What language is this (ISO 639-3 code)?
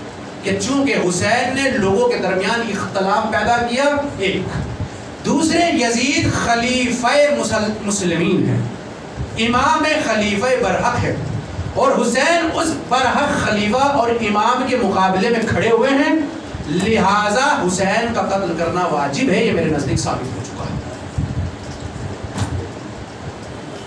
urd